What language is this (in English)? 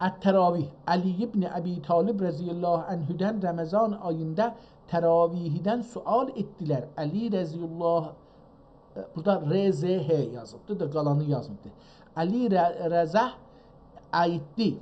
South Azerbaijani